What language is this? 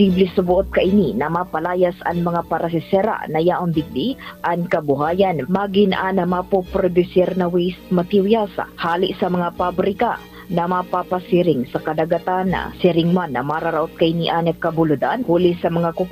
Bikol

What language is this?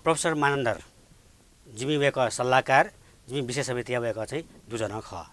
Newari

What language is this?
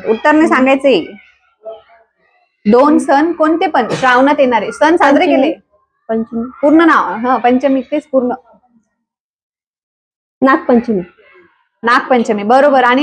Marathi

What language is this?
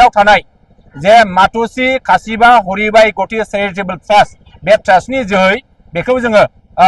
Bodo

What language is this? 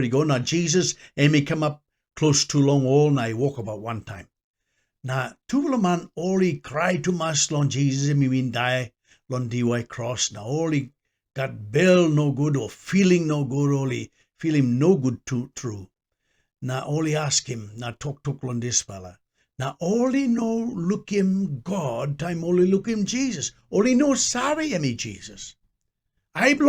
Tok Pisin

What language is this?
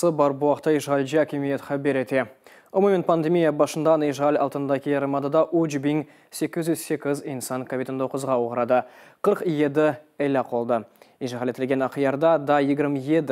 Crimean Tatar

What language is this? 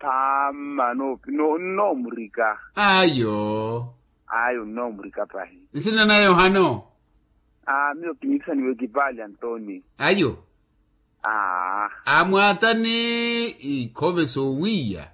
Makhuwa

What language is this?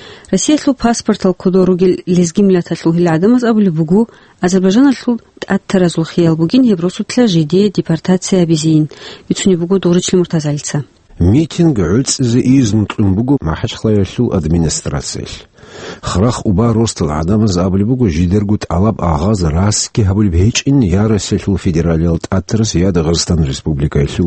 Avaric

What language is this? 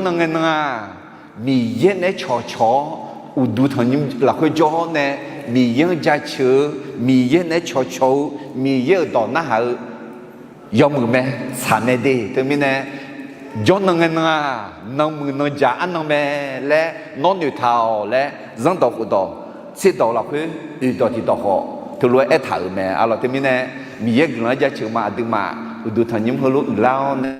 Akha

